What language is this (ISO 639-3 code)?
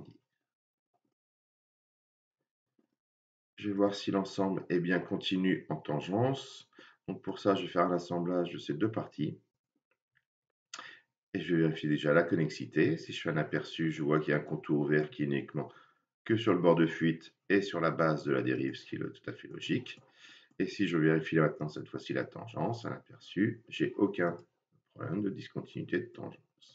fra